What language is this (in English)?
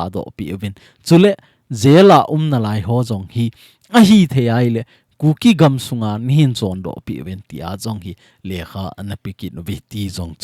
Thado Chin